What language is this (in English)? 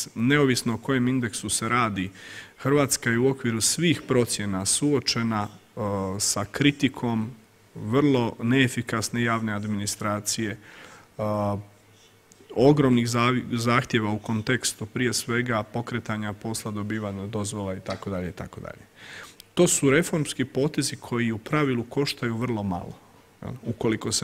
Croatian